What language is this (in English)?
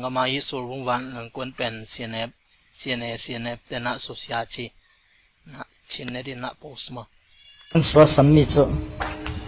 Tedim Chin